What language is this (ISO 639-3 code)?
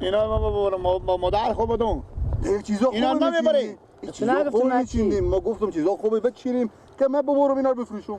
fas